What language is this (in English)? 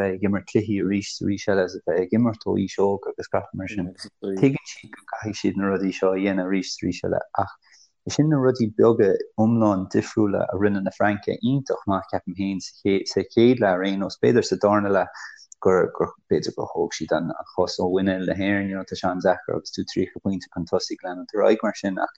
Irish